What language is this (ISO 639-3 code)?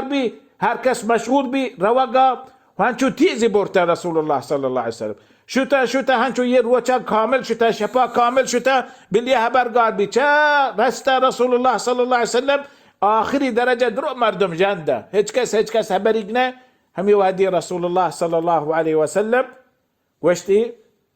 bal